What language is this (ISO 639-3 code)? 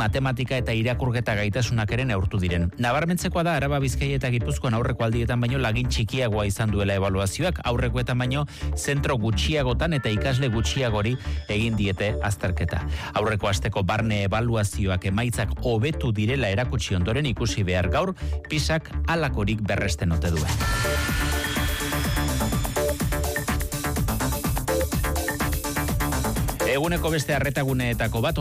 eus